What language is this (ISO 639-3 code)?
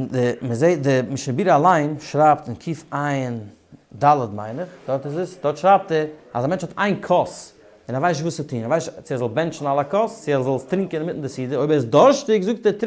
yid